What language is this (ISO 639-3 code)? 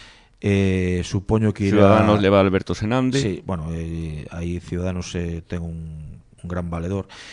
glg